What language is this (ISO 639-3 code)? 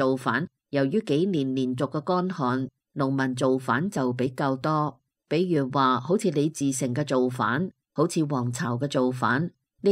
yue